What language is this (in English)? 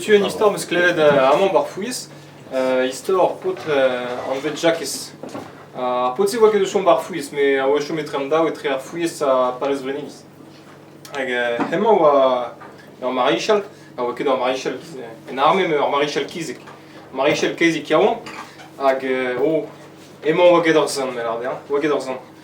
Breton